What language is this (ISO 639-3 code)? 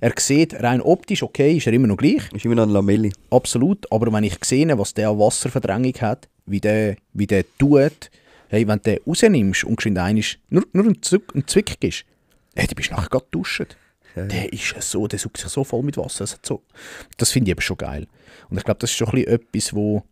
gsw